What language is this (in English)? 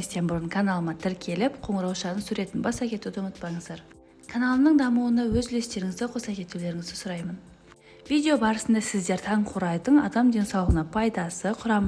Kazakh